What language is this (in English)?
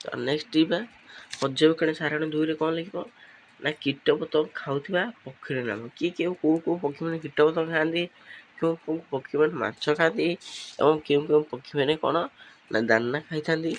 Odia